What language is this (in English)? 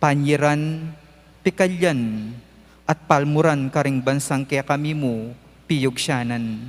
Pampanga